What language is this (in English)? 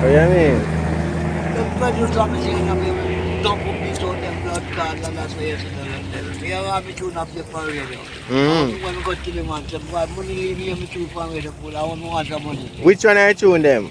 Jamaican Creole English